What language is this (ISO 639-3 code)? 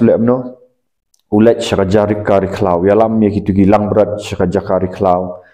kha